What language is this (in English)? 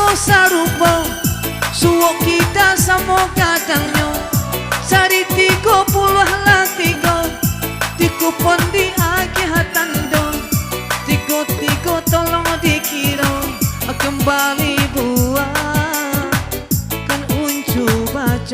Minangkabau